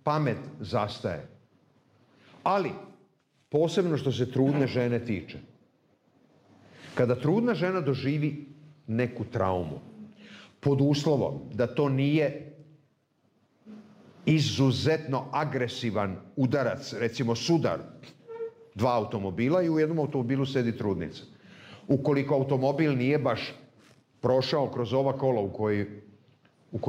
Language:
Serbian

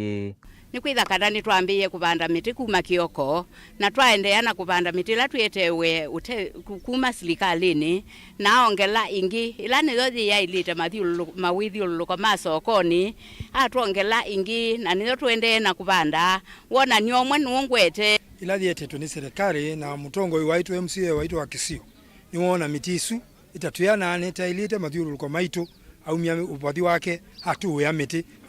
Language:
Kamba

